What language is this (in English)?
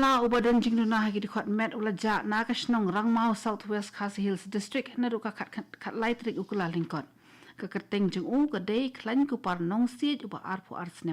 Khasi